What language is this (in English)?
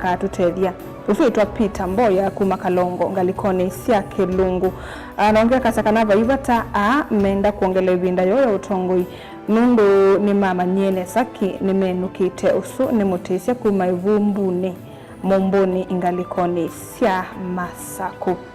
Kamba